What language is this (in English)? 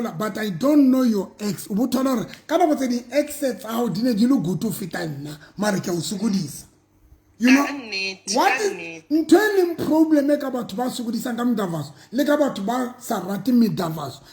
Southern Sotho